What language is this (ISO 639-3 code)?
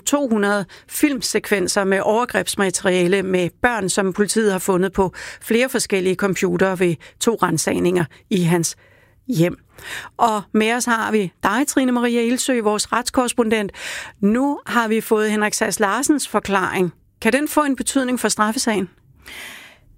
dan